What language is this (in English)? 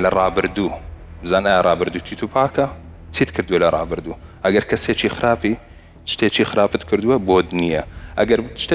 Central Kurdish